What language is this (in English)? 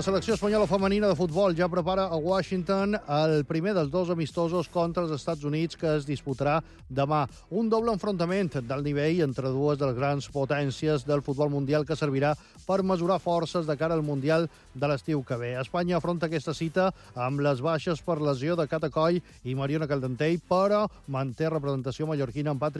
Catalan